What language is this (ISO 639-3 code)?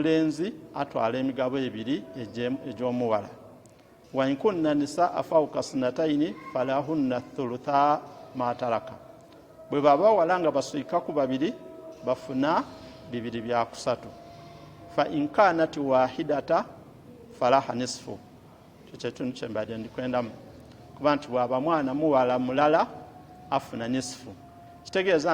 lug